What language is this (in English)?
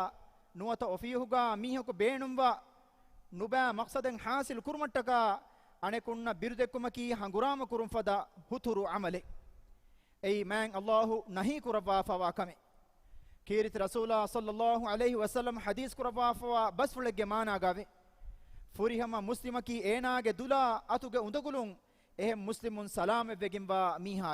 Divehi